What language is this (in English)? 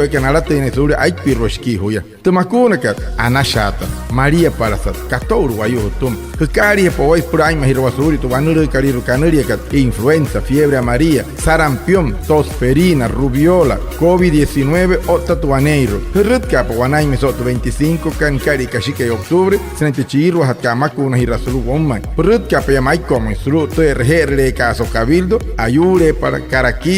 Wayuu